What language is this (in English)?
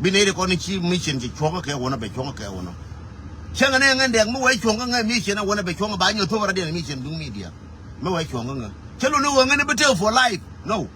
Nuer